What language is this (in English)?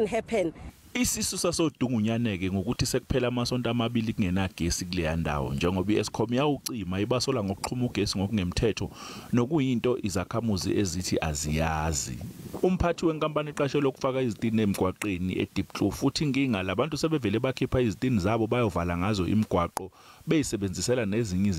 Zulu